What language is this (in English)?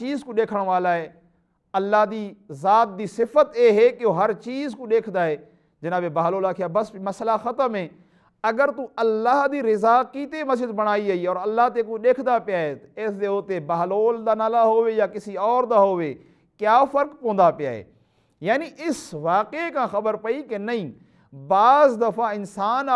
Saraiki